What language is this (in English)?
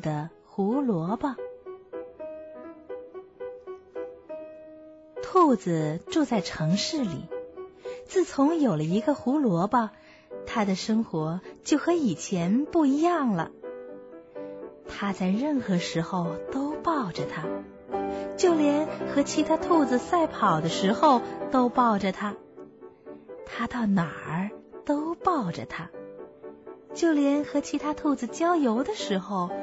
Chinese